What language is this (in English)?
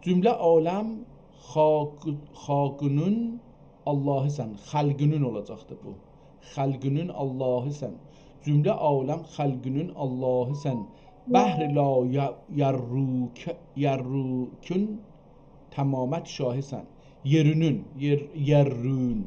South Azerbaijani